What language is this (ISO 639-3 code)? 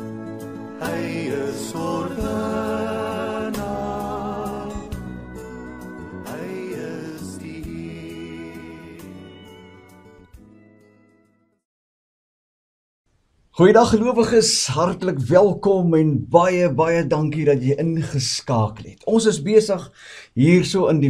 afr